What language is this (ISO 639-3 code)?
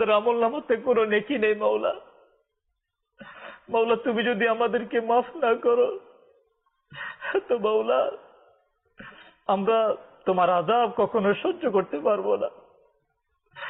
ben